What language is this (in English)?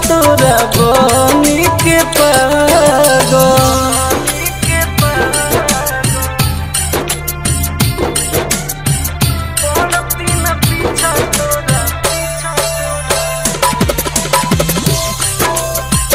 Bhojpuri